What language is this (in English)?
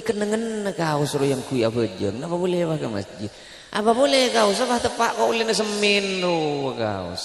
Madurese